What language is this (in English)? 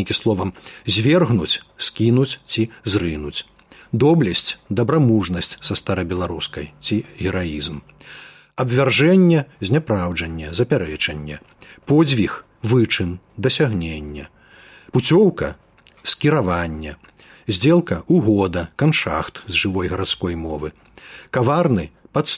Belarusian